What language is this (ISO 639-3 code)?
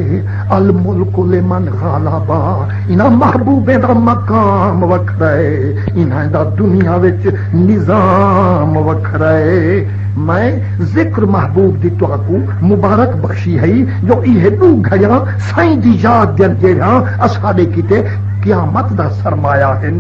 skr